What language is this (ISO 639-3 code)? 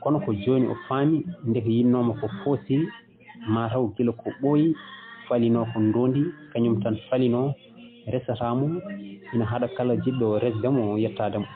ful